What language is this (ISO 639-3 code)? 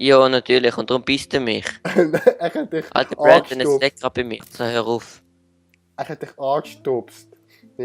gsw